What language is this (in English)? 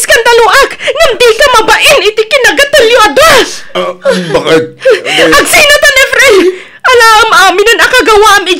Iloko